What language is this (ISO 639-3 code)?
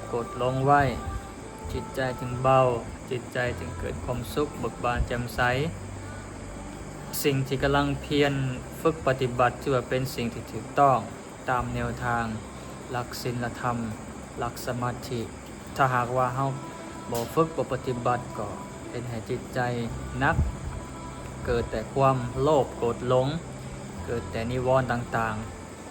lao